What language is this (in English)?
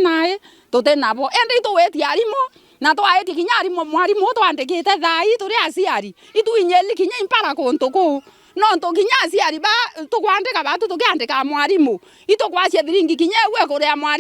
Meru